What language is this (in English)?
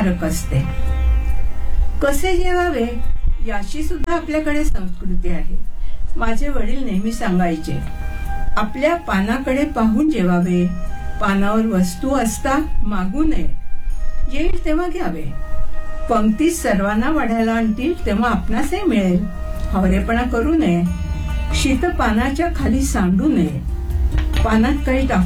Marathi